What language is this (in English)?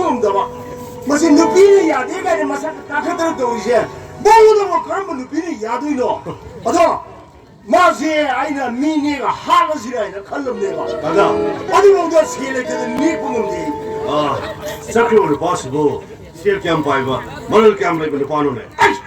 Manipuri